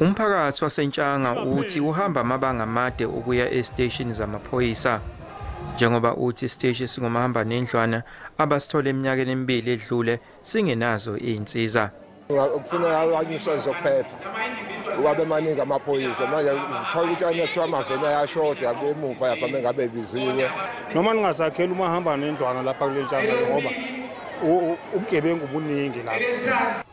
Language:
Zulu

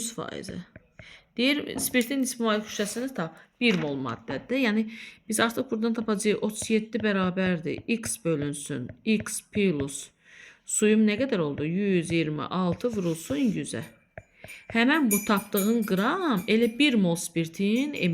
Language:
Azerbaijani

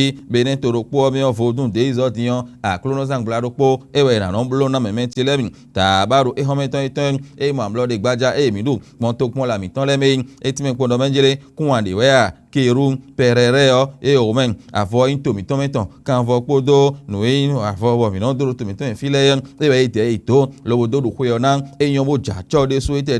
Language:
Fon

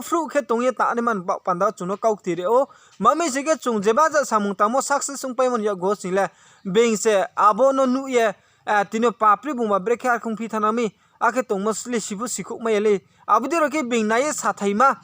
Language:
Riang (India)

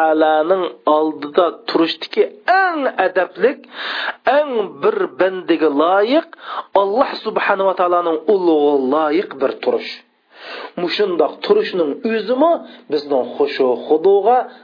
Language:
Uyghur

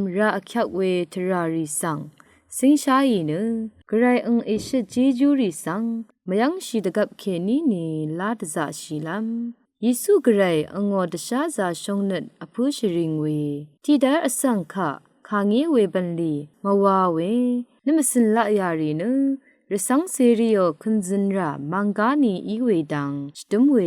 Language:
Rawang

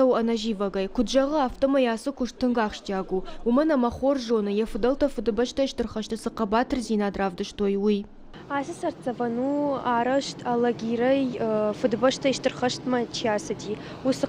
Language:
Ossetic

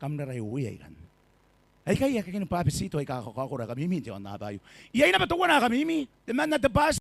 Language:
Gilbertese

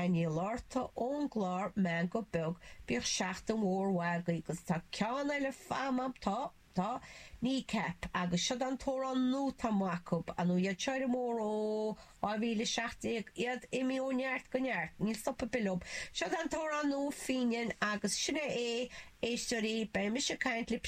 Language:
Irish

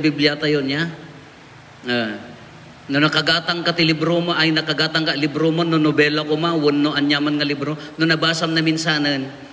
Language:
Iloko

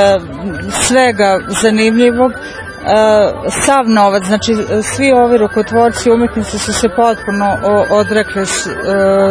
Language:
Serbian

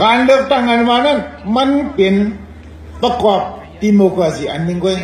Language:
Shan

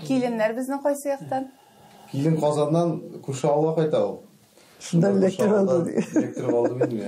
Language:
Tatar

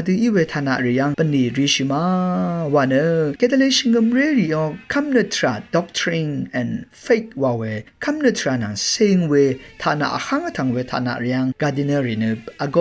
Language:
Rawang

